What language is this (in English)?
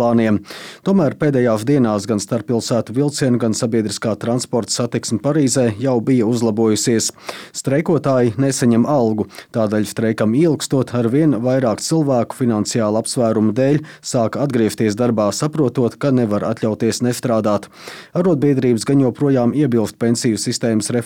Latvian